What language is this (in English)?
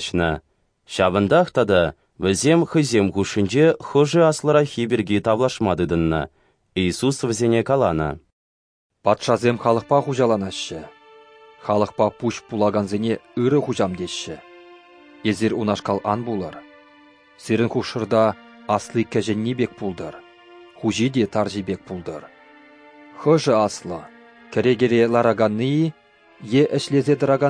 Chuvash